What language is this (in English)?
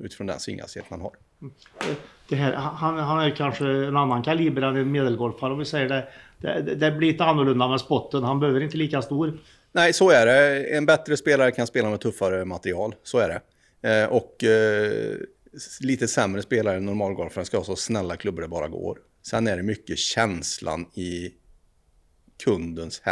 Swedish